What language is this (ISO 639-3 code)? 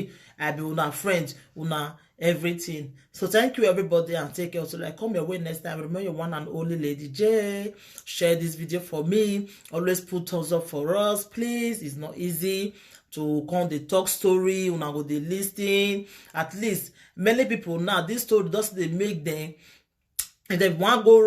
pcm